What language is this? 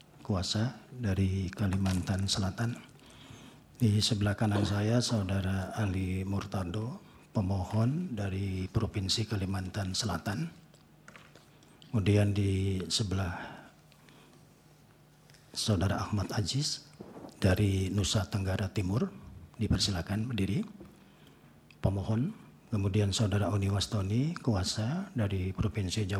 Indonesian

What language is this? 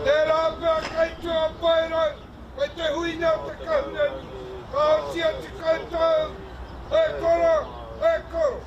Māori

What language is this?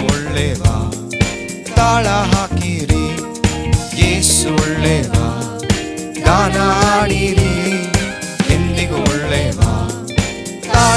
Kannada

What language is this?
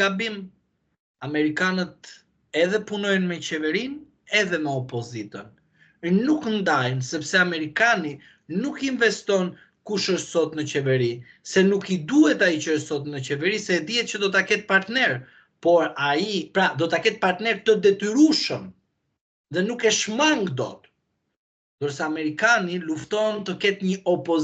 Albanian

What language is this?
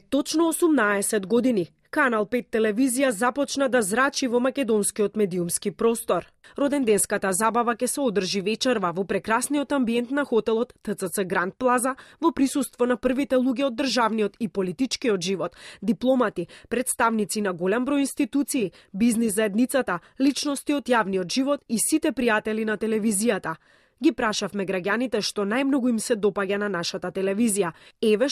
Macedonian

